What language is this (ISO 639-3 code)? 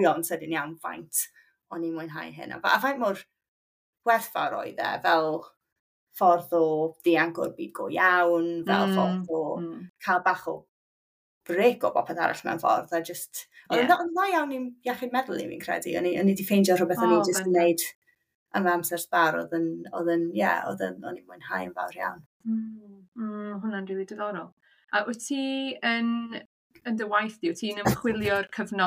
cym